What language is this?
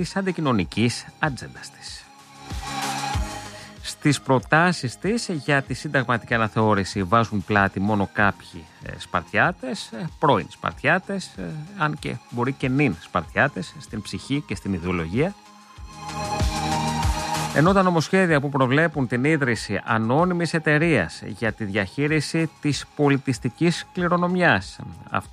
Greek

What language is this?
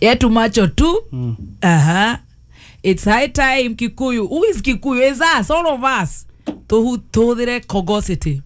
Kikuyu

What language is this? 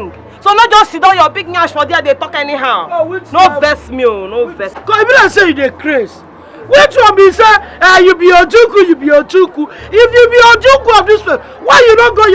Nigerian Pidgin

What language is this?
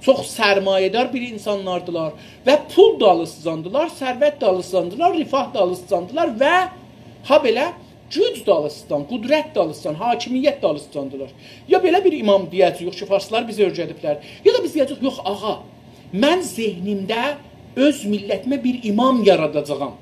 South Azerbaijani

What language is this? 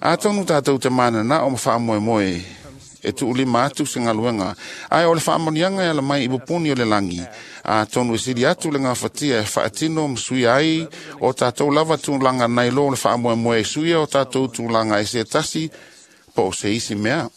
Samoan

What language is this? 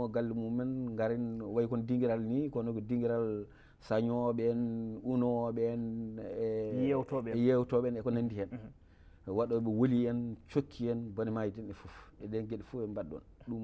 Fula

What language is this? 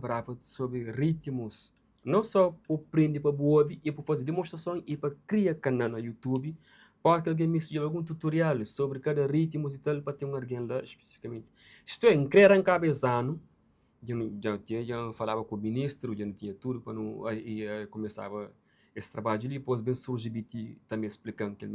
Kabuverdianu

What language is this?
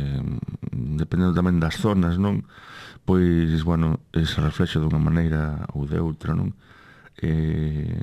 Galician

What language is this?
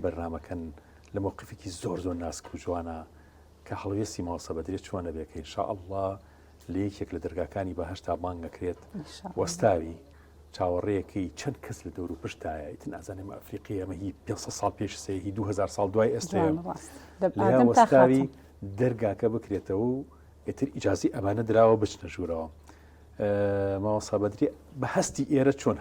Central Kurdish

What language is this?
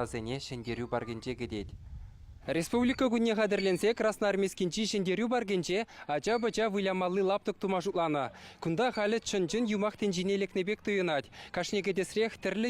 Chuvash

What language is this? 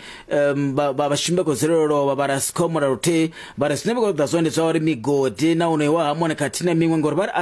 Venda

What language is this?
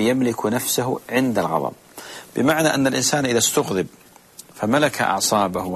Arabic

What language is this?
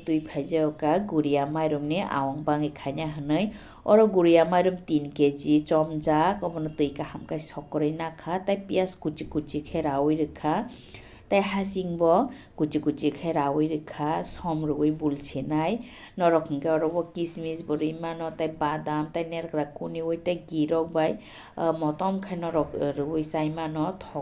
Kok Borok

